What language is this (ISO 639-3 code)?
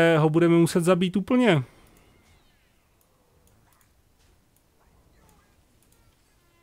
ces